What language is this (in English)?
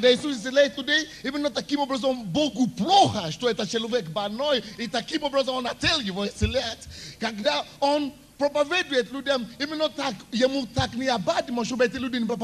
Russian